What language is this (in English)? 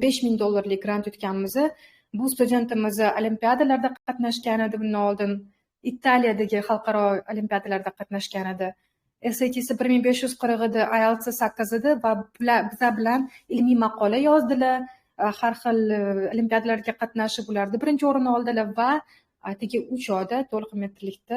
Uzbek